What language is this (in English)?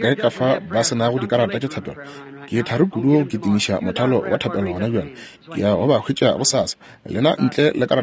Northern Sotho